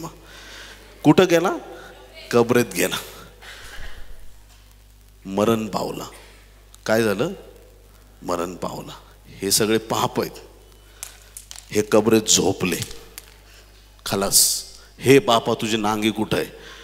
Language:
Marathi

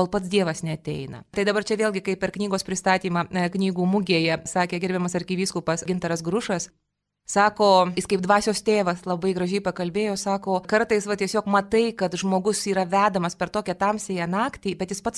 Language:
Lithuanian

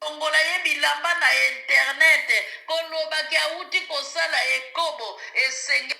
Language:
Lingala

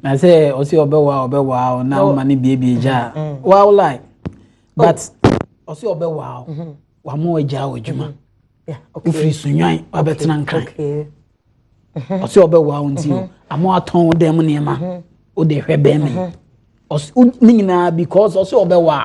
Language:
Akan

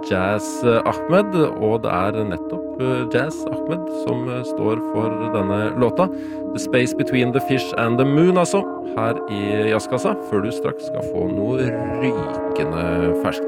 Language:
Norwegian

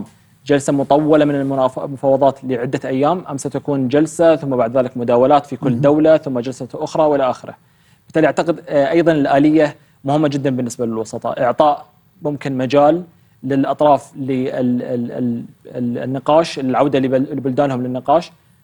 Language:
Arabic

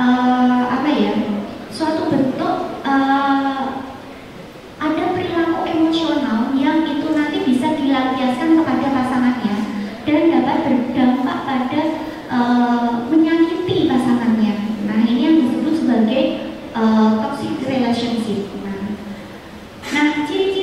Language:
Indonesian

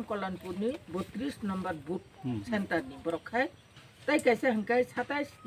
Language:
Kok Borok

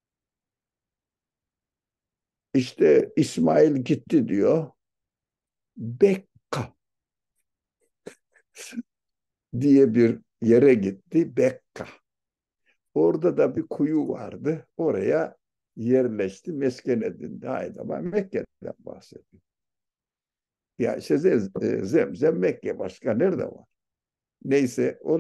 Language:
Turkish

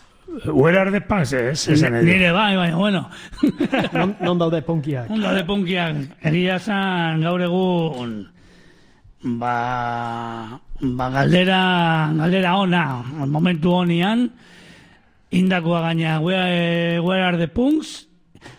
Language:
Basque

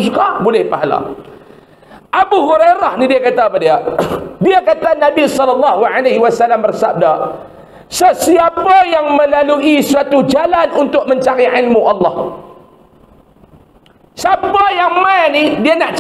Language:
Malay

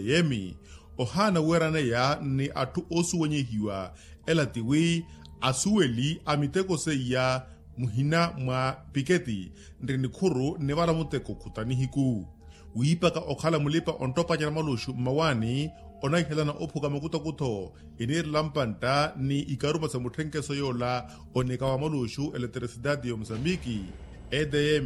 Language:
Makhuwa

